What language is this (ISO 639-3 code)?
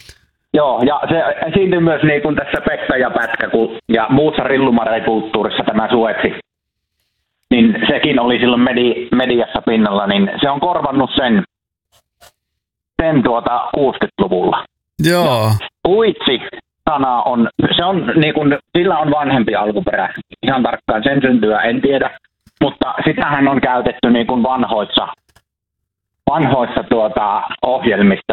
fin